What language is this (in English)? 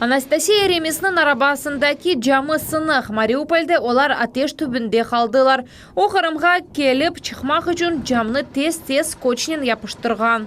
Crimean Tatar